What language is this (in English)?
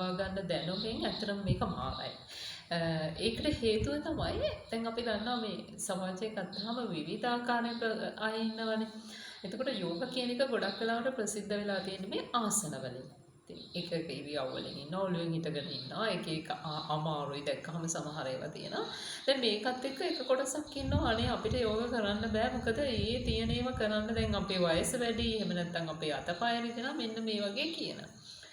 Sinhala